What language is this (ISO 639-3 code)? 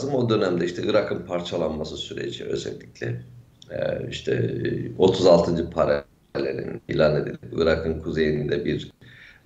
tur